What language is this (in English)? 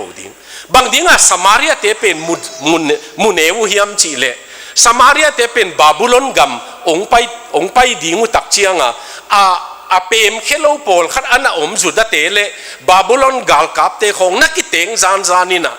Tedim Chin